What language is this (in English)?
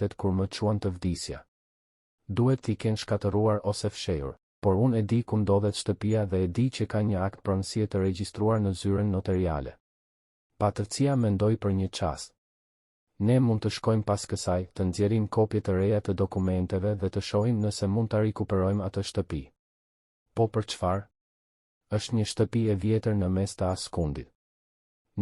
Albanian